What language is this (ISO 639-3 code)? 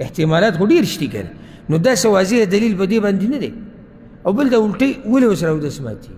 pus